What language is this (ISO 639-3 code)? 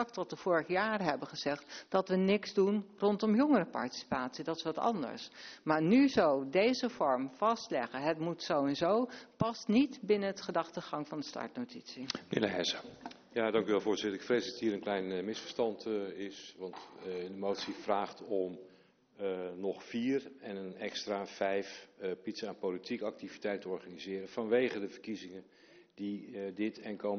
nld